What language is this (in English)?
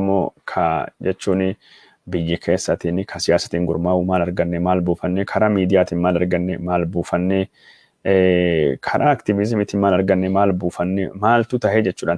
Oromo